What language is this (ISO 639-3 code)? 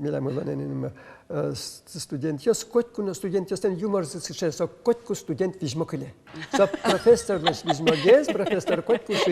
udm